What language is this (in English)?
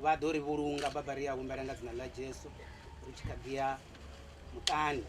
Venda